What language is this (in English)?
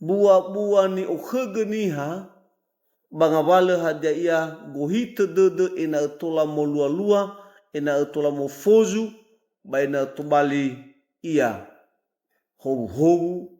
Nias